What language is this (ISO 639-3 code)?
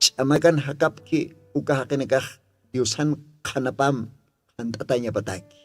aym